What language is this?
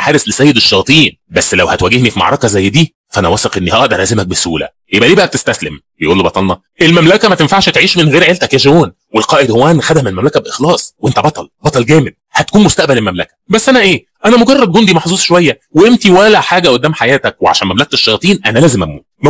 Egyptian Arabic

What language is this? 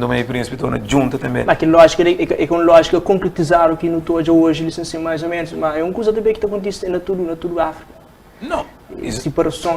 Kabuverdianu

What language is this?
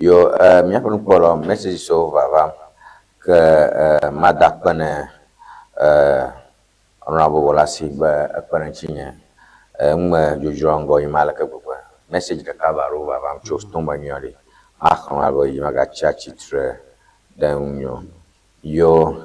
Ewe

